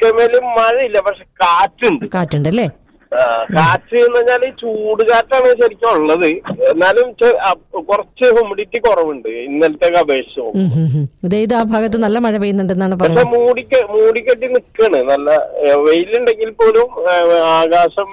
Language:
Malayalam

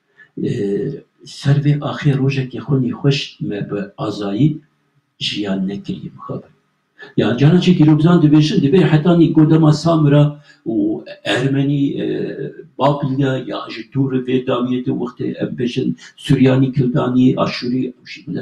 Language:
Kurdish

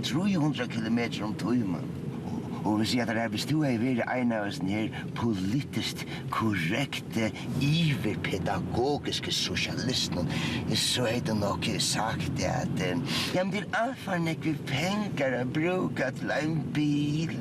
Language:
Faroese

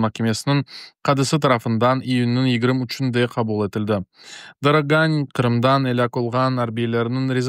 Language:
Crimean Tatar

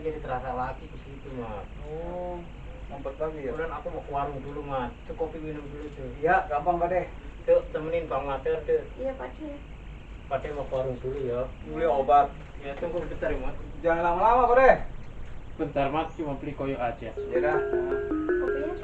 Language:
Betawi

